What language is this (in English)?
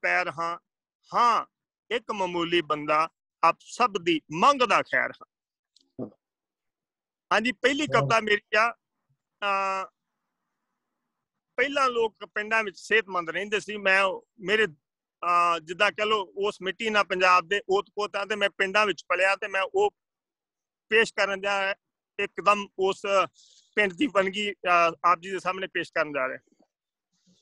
Punjabi